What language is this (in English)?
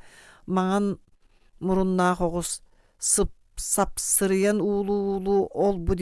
Yakut